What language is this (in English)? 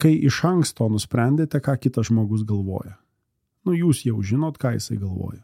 Lithuanian